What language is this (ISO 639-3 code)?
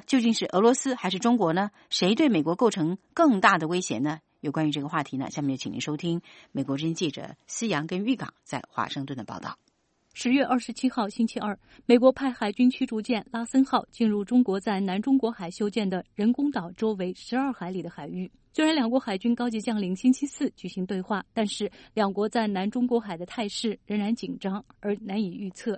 zho